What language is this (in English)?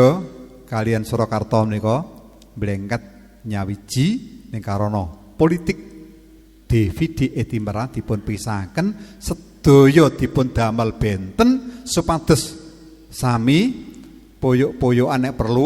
Javanese